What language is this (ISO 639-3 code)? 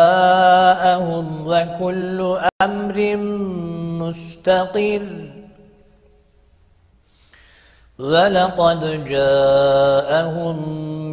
ara